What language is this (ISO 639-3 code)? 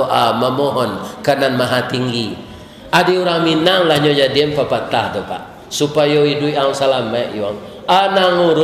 min